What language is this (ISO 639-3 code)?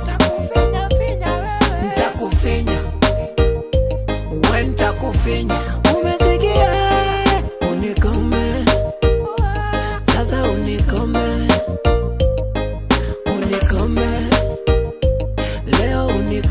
swa